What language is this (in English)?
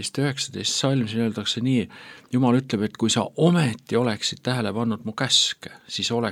Estonian